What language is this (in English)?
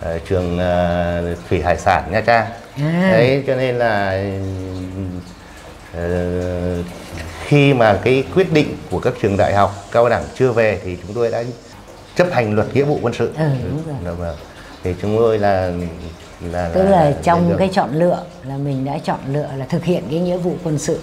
Vietnamese